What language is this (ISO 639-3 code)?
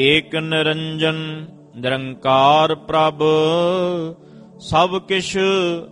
pan